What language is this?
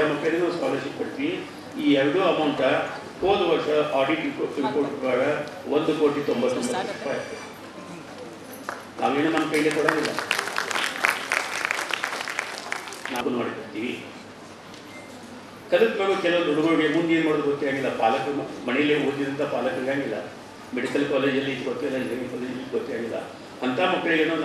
Kannada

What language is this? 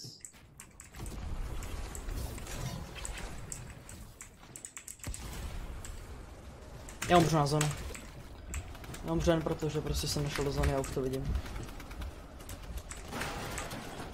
Czech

